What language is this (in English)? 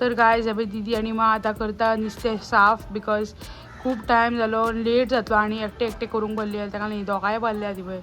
Konkani